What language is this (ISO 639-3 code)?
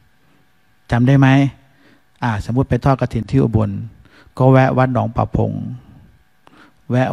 tha